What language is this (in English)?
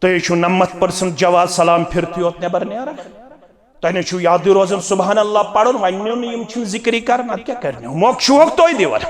Kashmiri